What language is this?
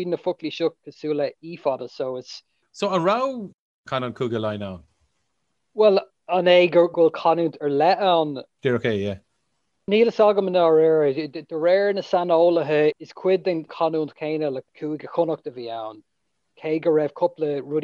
Irish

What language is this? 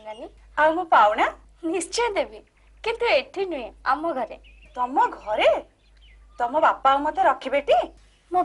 Odia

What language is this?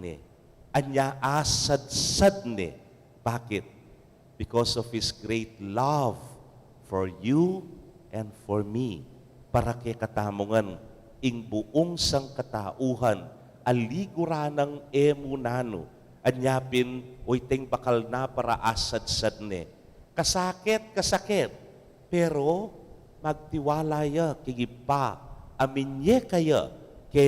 Pampanga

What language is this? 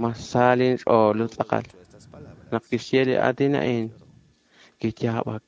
Kekchí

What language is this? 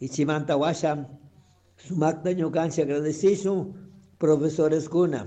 Chimborazo Highland Quichua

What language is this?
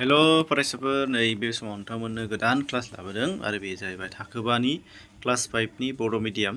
Bodo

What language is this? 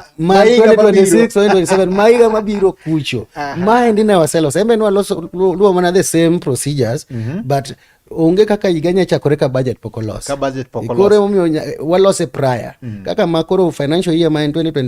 Luo (Kenya and Tanzania)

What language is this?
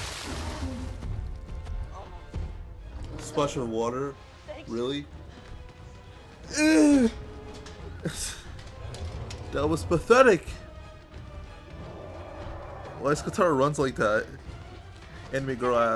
English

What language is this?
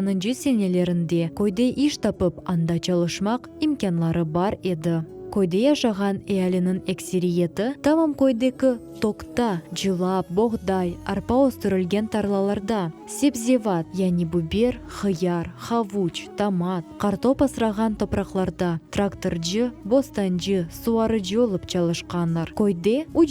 Crimean Tatar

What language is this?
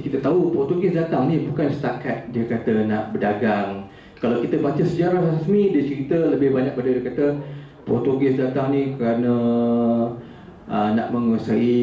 Malay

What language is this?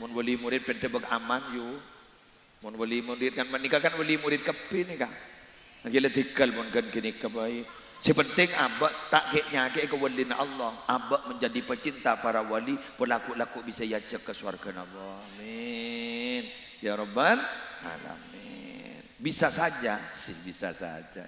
Madurese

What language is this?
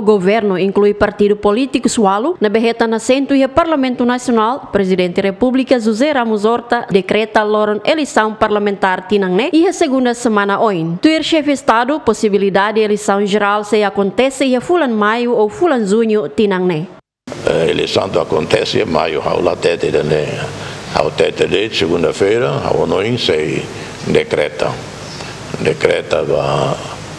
Tetum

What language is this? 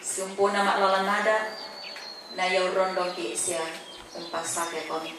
Toraja-Sa'dan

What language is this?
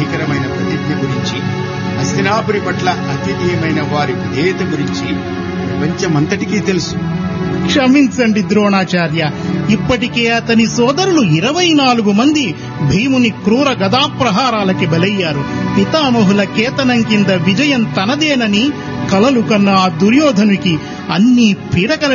Telugu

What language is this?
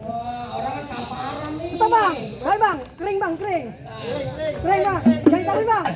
Betawi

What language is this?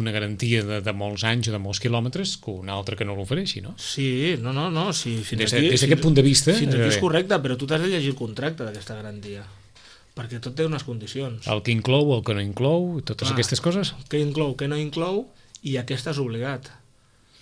Catalan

